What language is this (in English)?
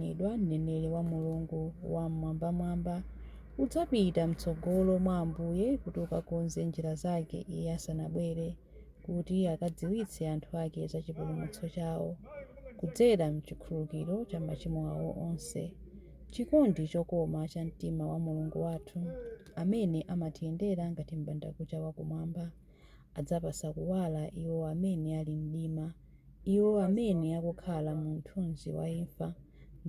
Nyanja